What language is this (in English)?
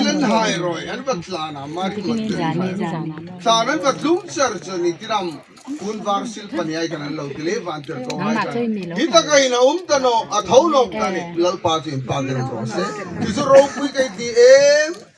Hmar